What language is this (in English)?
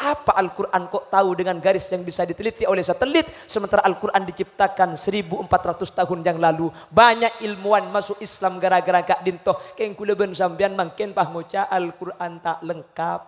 Madurese